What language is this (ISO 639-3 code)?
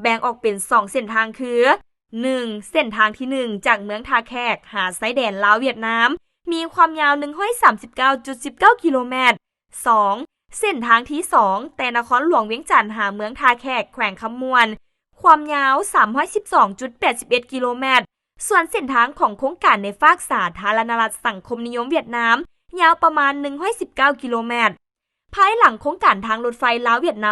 lao